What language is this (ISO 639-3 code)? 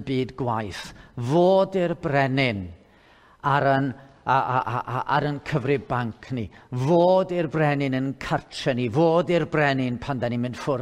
cym